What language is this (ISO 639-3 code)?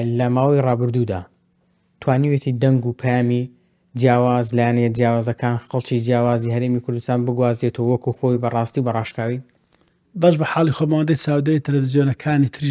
ckb